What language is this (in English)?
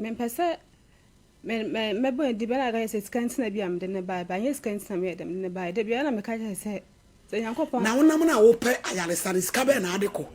Akan